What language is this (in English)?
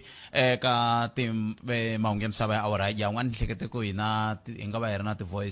Tsonga